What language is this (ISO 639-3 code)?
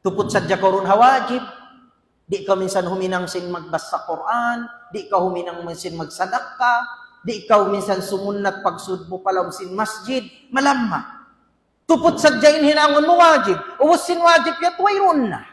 tsg